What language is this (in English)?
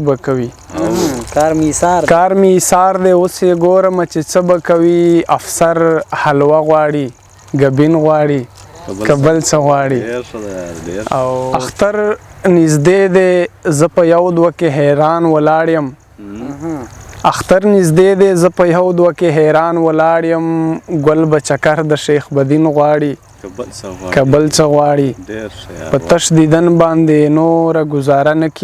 Pashto